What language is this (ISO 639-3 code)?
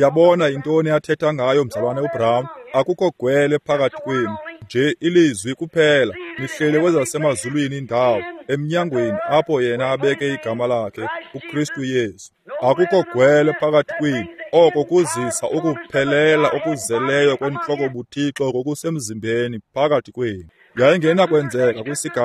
xho